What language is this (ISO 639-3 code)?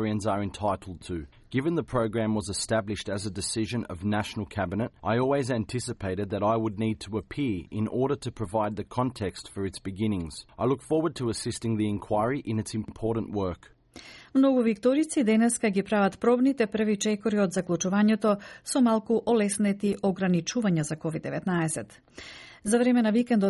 mkd